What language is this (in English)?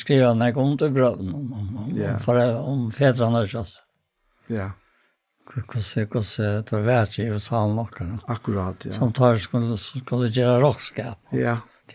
Faroese